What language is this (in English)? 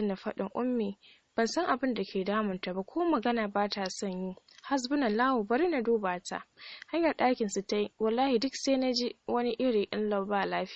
Hausa